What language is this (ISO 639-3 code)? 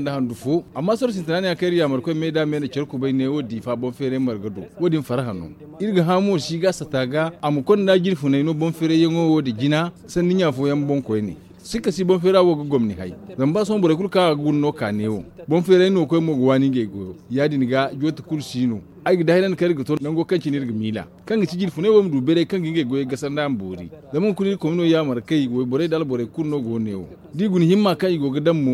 dje